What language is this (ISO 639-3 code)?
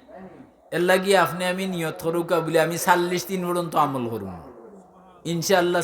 syl